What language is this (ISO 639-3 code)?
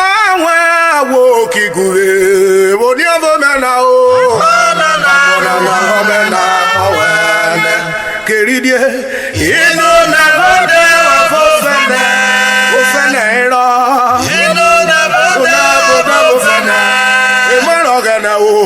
urh